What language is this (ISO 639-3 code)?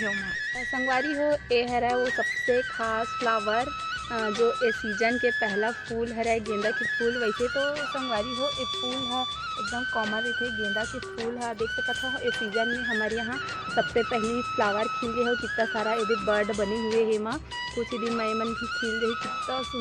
hne